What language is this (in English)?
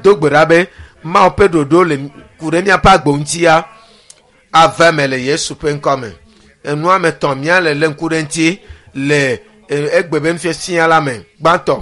Ewe